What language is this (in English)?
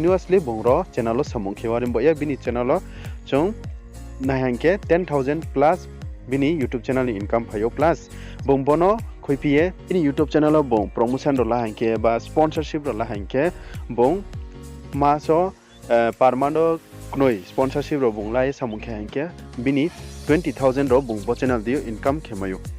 Riang (India)